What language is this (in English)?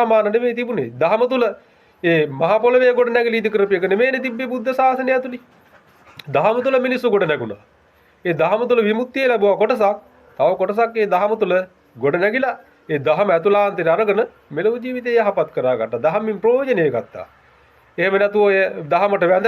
Sinhala